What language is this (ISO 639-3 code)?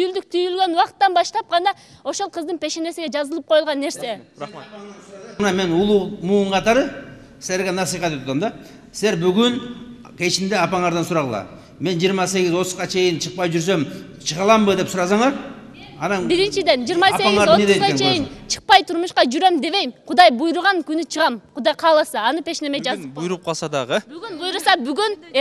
kir